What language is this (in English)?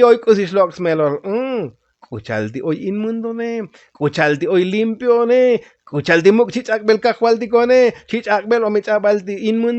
Tzotzil